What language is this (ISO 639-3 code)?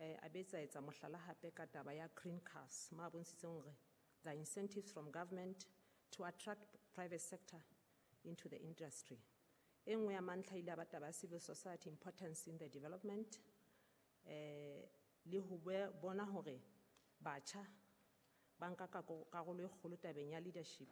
sot